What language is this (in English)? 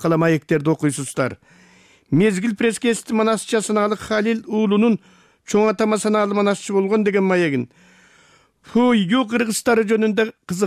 Kyrgyz